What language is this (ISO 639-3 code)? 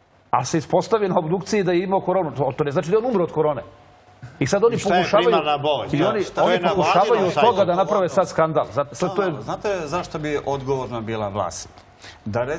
srp